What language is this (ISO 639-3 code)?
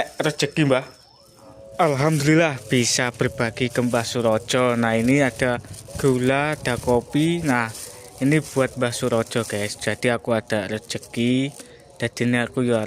jav